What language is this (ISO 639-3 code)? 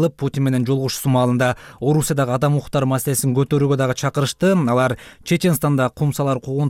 kir